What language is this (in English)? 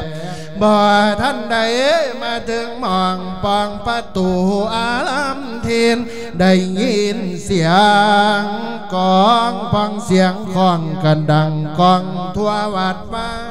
Lao